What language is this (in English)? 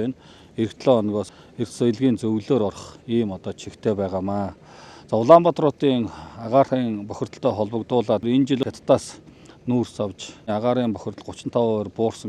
Mongolian